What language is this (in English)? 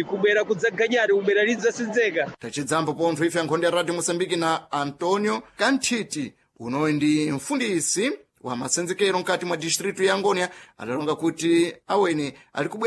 Sena